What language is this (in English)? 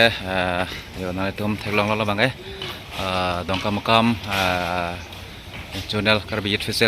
Karbi